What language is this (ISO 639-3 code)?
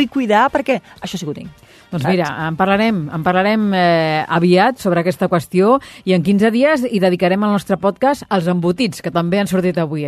cat